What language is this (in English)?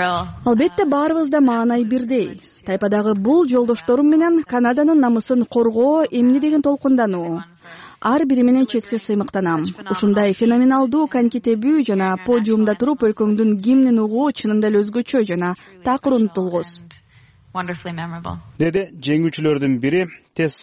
Kyrgyz